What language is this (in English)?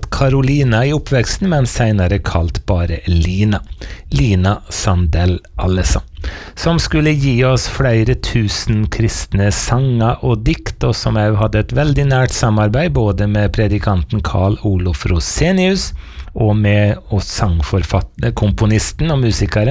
Norwegian